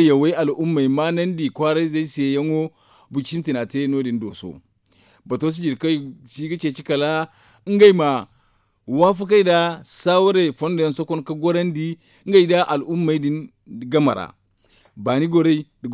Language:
Zarma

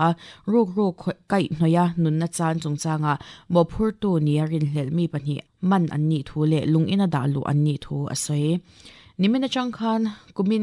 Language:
Mizo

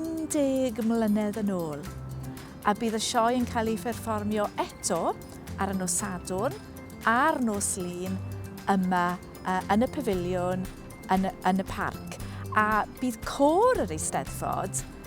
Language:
Welsh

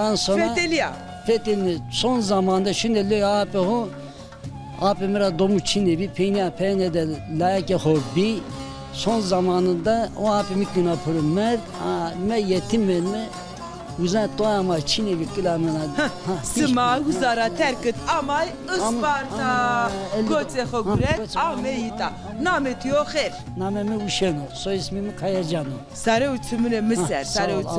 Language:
Zaza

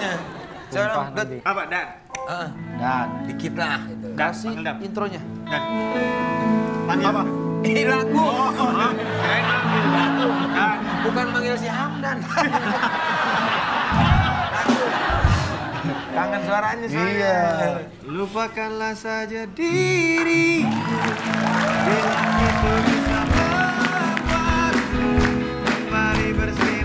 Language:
Indonesian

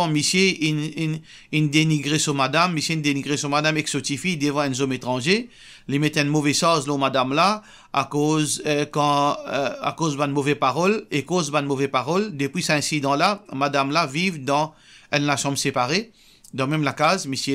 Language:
Morisyen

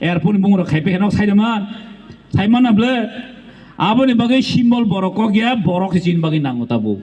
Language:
Kok Borok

